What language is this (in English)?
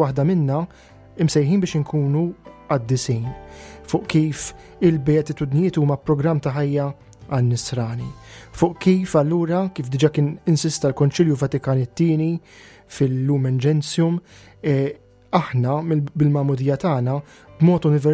Maltese